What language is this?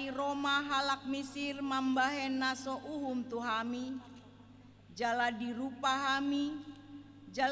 Batak Toba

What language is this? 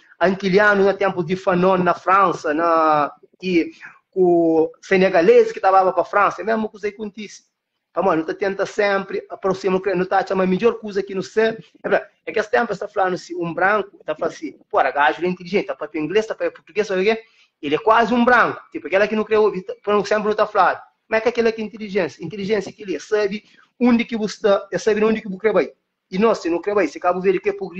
Kabuverdianu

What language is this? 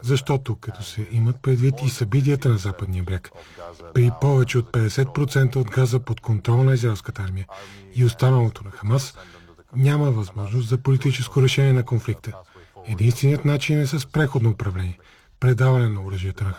Bulgarian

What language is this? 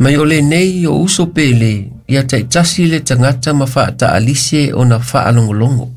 Samoan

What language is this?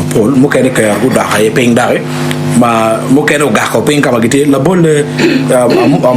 Acoli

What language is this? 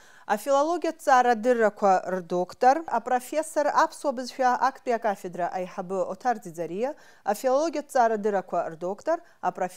Abkhazian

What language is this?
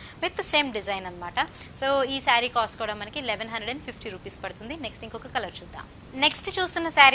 Telugu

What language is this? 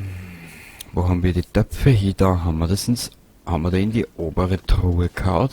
Bavarian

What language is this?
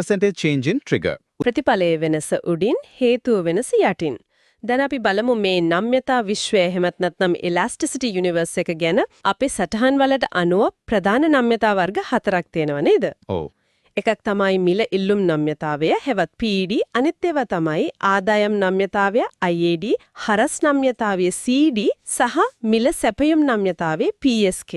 Sinhala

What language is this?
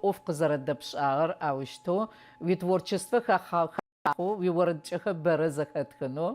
Adyghe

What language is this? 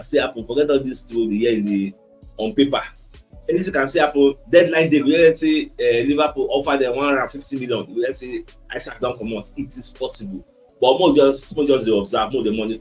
Nigerian Pidgin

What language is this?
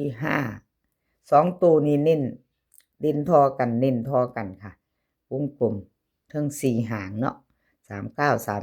Northeastern Thai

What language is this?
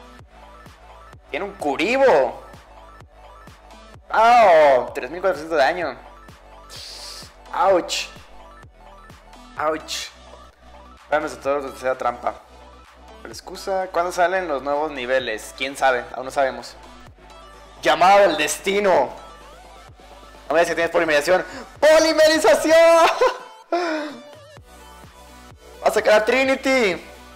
Spanish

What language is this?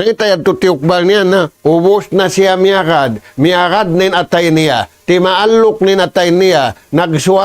Tausug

